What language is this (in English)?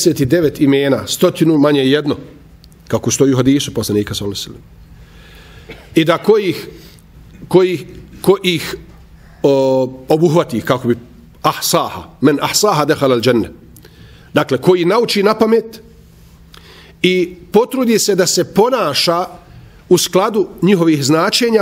Bosnian